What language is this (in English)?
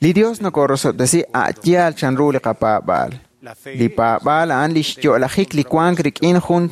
Kekchí